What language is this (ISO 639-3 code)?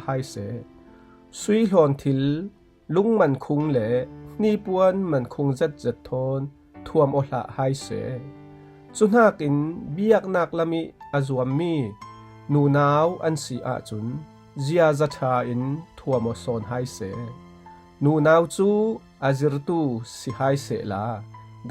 cfm